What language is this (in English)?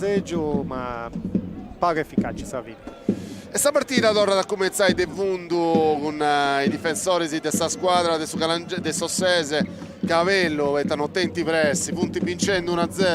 Sardinian